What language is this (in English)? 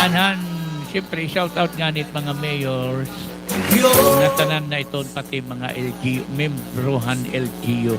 Waray